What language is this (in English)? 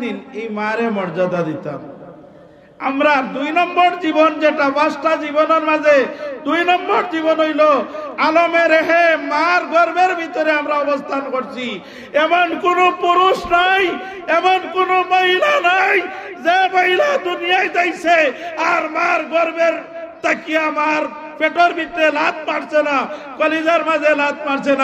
Sylheti